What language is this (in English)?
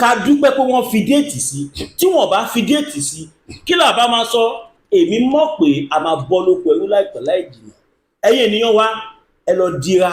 Yoruba